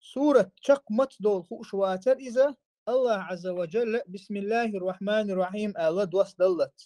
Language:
Chechen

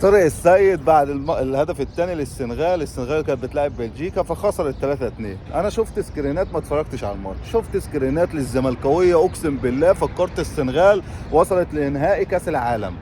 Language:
Egyptian Arabic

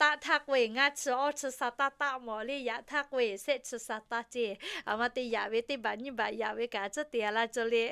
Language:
Lahu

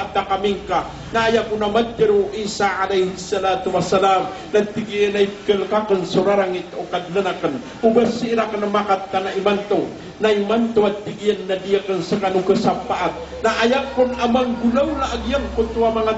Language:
Maranao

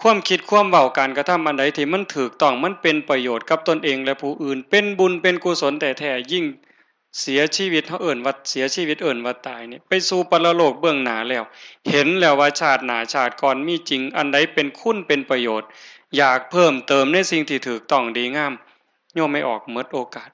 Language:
Northeastern Thai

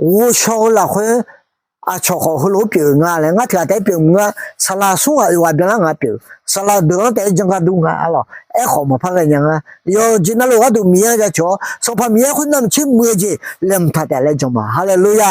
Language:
Akha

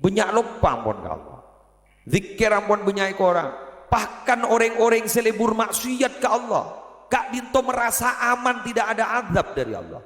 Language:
Madurese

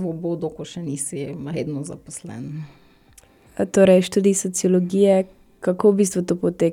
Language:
Slovenian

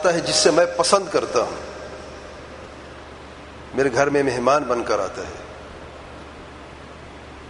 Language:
Urdu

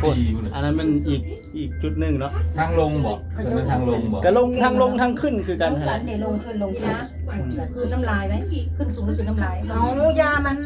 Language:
Lao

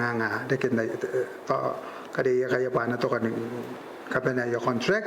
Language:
Gilbertese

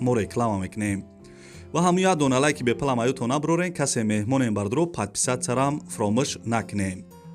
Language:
Tajik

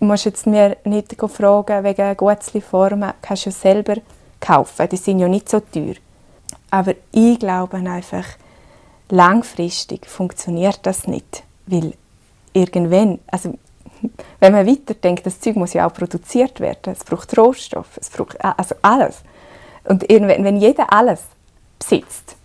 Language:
Romansh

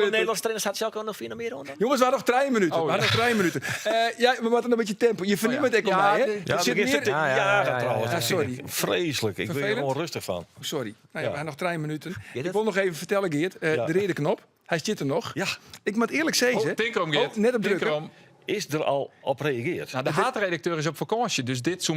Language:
Western Frisian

